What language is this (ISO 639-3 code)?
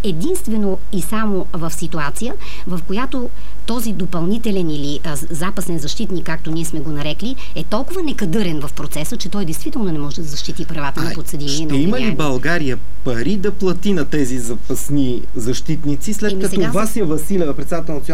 bul